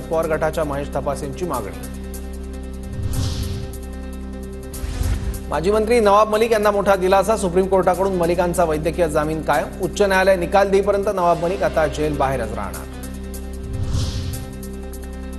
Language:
Marathi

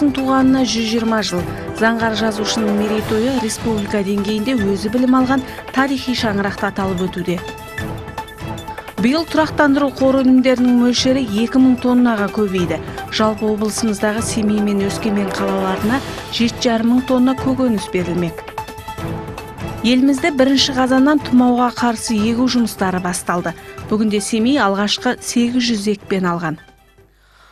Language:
Kazakh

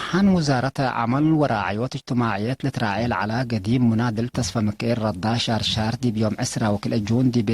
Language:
Tigre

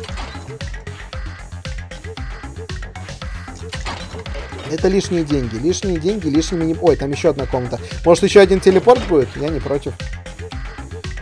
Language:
Russian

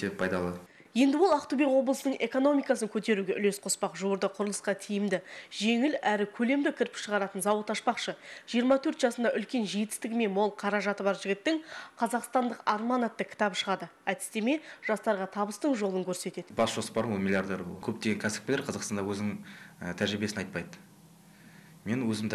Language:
Kazakh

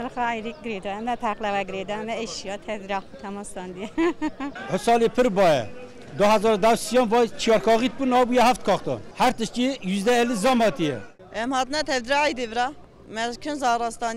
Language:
Kurdish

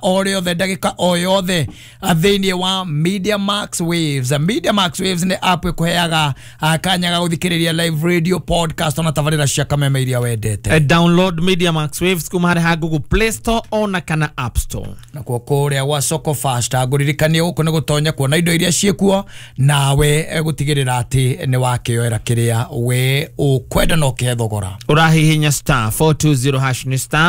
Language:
Kikuyu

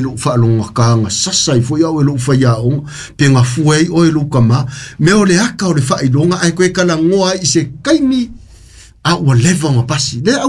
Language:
Samoan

